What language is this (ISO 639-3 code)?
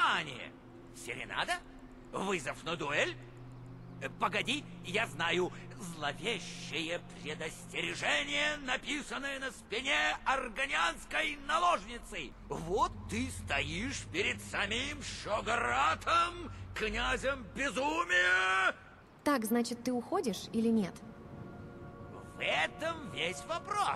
rus